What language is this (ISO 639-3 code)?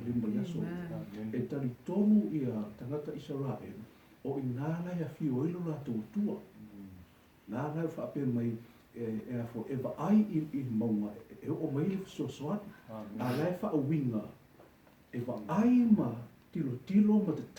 smo